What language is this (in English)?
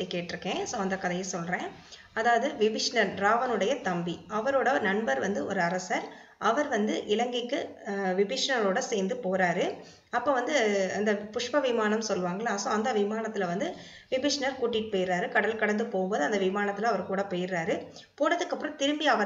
Tamil